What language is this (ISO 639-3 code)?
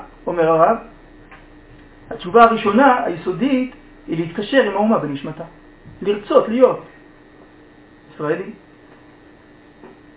heb